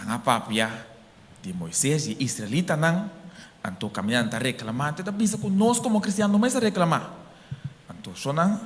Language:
Papiamento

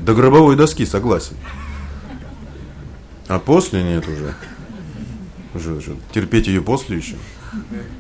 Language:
Russian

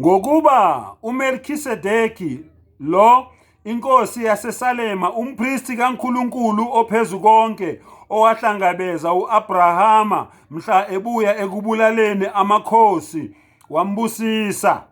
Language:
Zulu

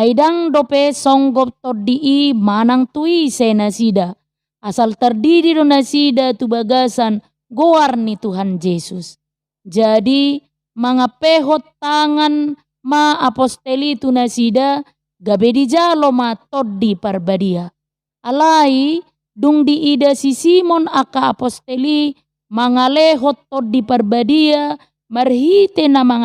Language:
Batak Toba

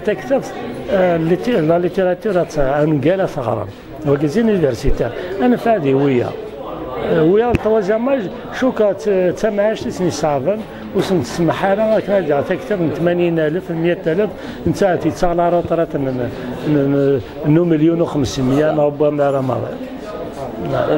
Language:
Kabyle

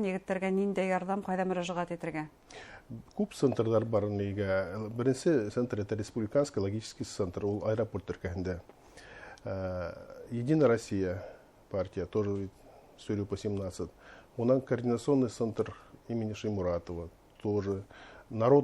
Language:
Bashkir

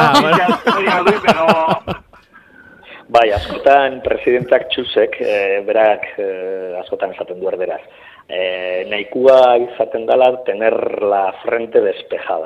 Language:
Basque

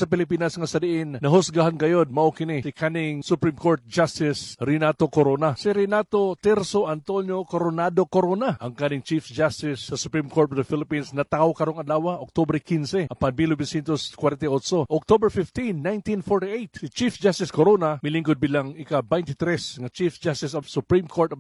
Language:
Cebuano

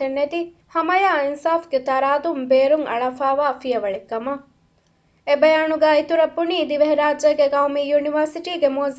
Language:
Divehi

